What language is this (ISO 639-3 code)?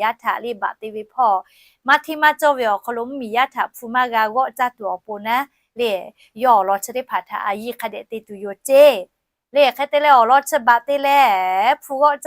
lhu